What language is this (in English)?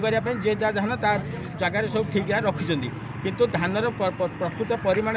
Odia